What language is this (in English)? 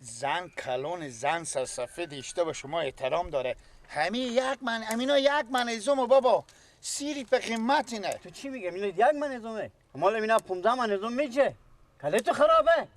Persian